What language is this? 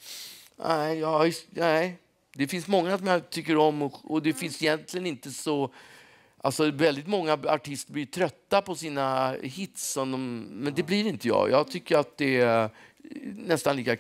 Swedish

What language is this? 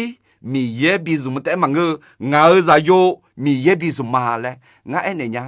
Akha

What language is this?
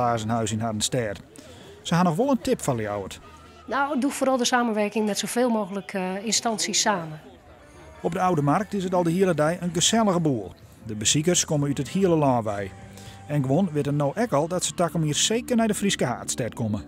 Western Frisian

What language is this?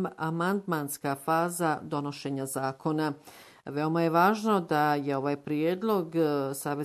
Bosnian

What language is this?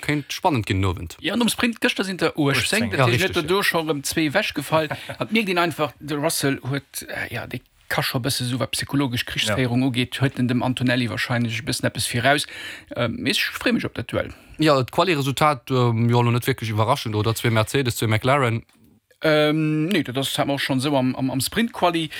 Luxembourgish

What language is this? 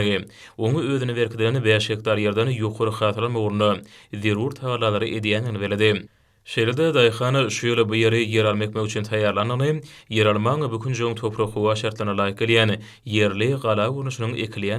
Turkmen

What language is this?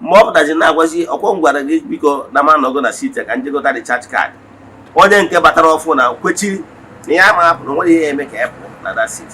Igbo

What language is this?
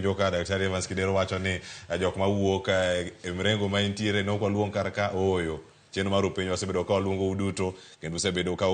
Luo (Kenya and Tanzania)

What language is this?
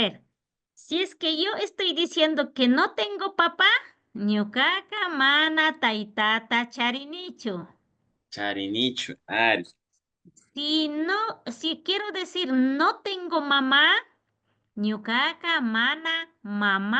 Imbabura Highland Quichua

